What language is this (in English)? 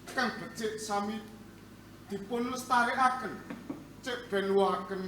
Javanese